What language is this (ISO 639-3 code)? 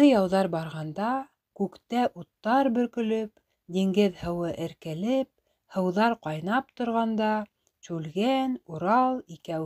bak